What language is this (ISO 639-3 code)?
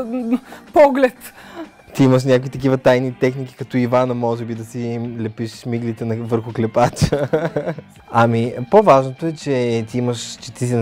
bul